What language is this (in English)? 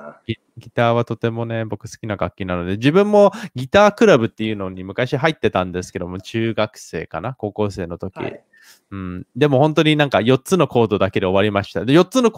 Japanese